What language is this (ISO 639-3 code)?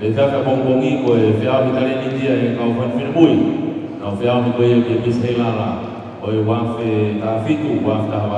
ton